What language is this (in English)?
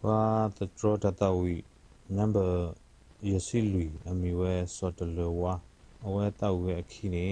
S'gaw Karen